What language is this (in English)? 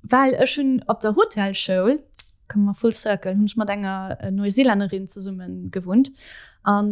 Luxembourgish